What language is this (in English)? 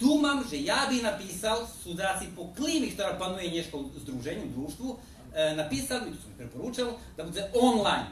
Rusyn